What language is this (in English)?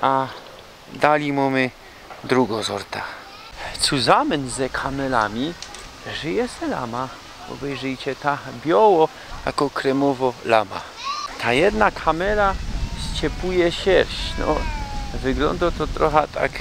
Silesian